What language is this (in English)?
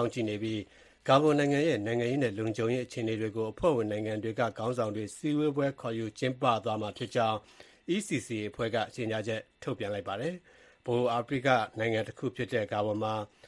Burmese